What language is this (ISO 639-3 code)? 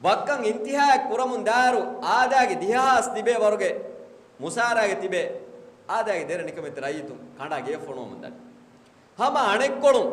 div